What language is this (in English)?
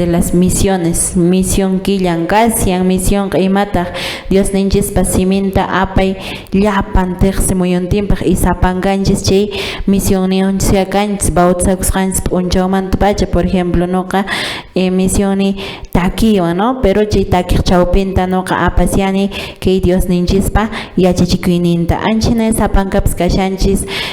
Quechua